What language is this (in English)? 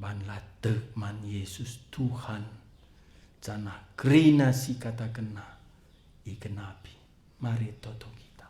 Batak Karo